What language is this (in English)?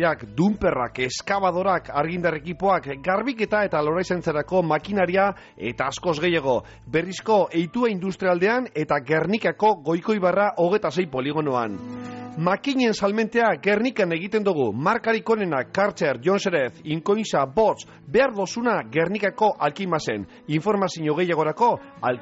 Basque